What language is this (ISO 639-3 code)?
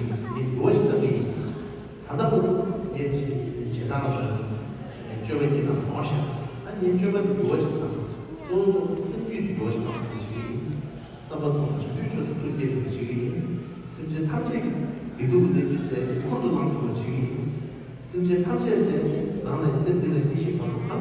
bod